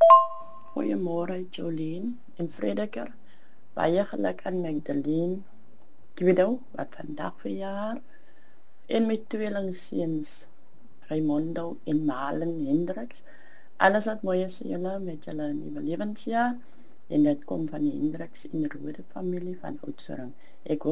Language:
Afrikaans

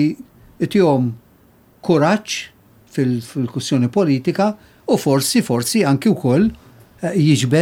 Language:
Maltese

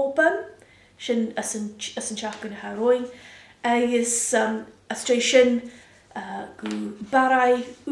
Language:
Scottish Gaelic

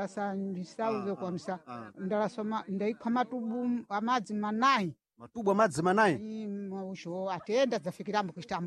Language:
Sena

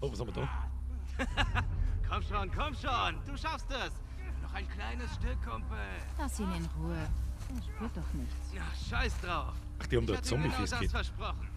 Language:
Bavarian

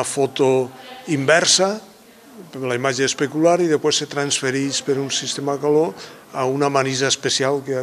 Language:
Catalan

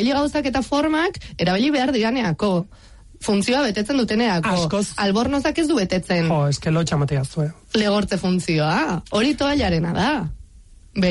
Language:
Basque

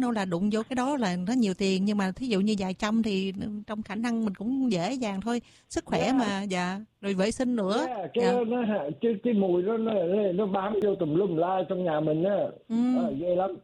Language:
Vietnamese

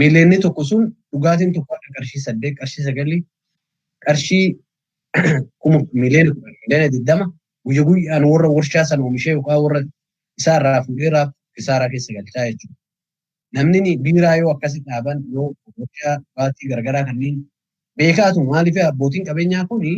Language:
Oromo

